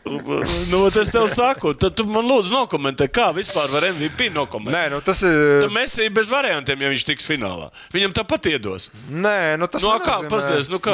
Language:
Latvian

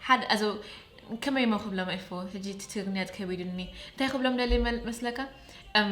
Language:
Tigrinya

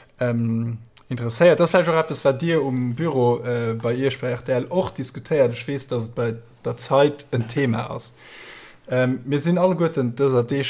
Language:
Luxembourgish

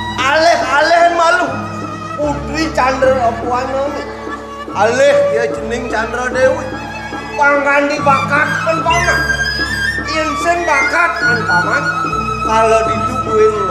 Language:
Balinese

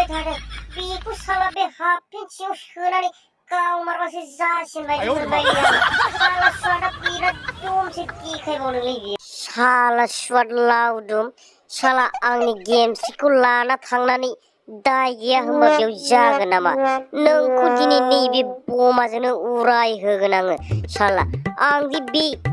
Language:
Bodo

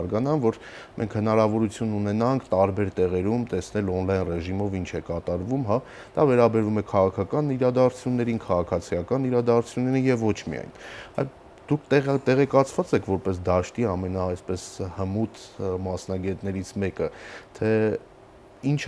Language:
Armenian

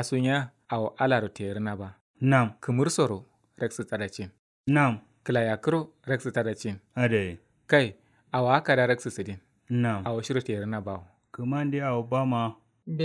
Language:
Kanuri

